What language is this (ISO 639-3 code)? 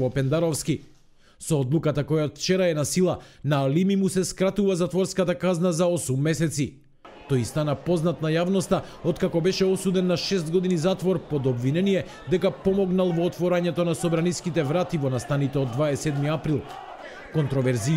mkd